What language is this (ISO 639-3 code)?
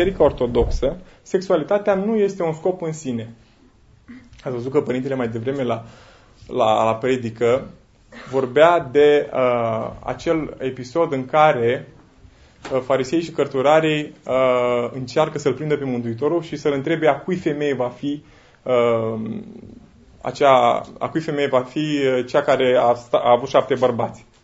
ron